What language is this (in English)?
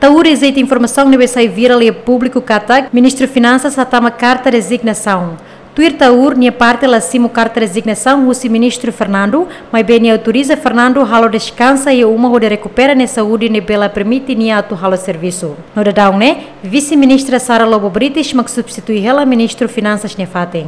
Tetum